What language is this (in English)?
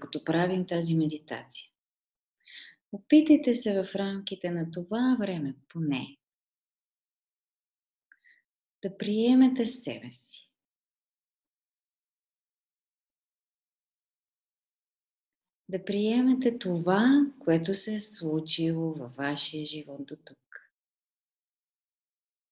Bulgarian